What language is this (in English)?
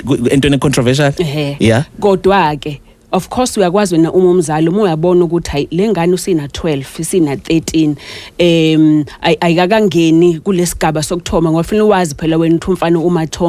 Zulu